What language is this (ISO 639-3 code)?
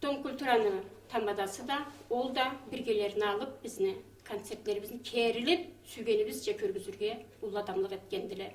krc